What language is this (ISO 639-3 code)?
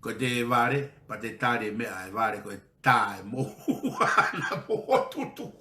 ton